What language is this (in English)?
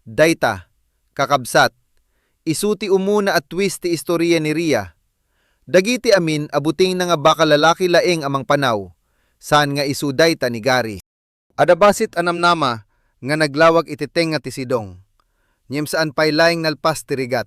Iloko